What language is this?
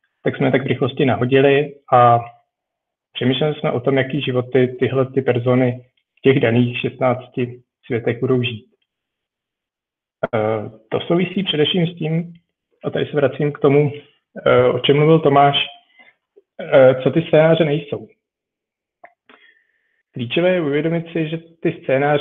Czech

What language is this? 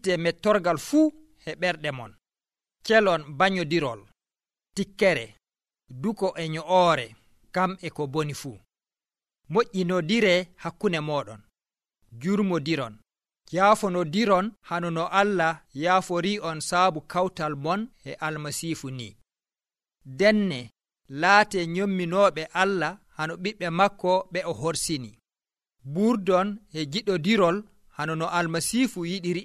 Nigerian Fulfulde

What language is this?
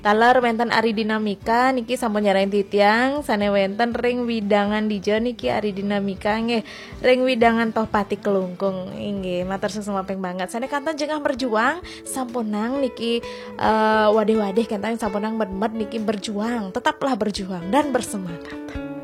Balinese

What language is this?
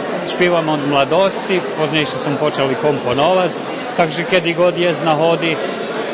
Rusyn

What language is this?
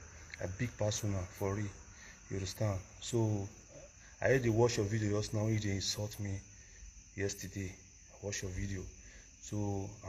Nigerian Pidgin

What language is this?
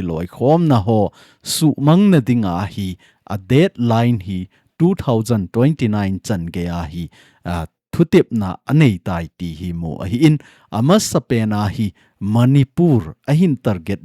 Thado Chin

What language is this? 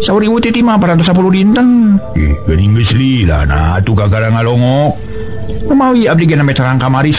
Sundanese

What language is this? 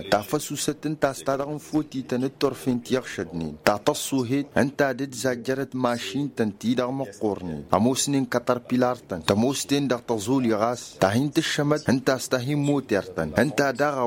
Tamasheq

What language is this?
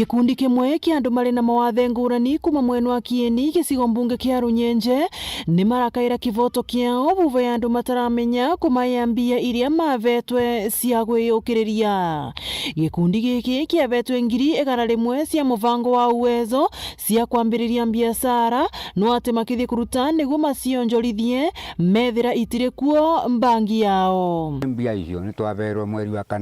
Meru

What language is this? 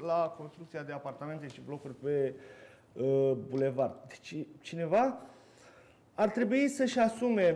Romanian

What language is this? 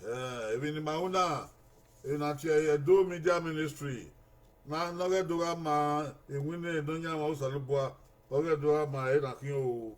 Bini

